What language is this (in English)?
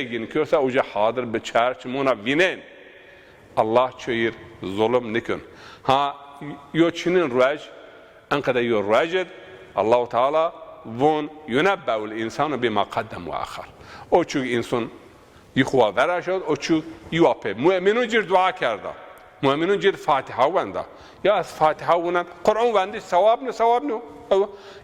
Zaza